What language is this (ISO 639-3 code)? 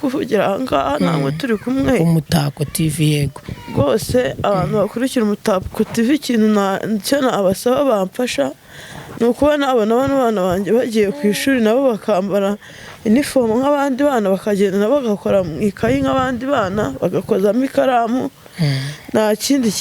kin